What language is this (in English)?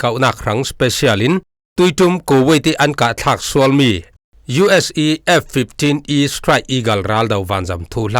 Falam Chin